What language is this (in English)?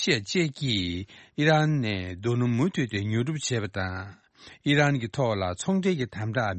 Tibetan